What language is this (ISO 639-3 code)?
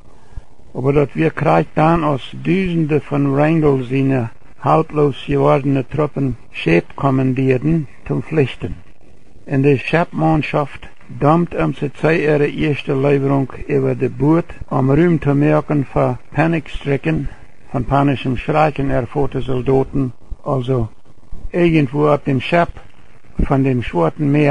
pdt